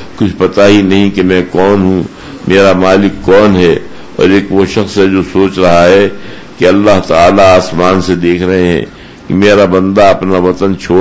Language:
Urdu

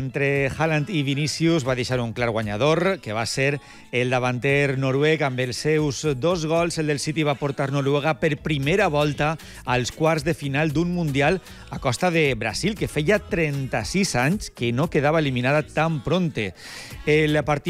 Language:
Catalan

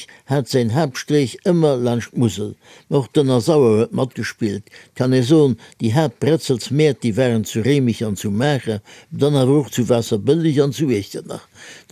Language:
Luxembourgish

